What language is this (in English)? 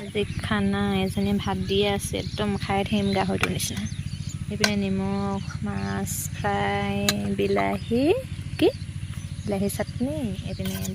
Assamese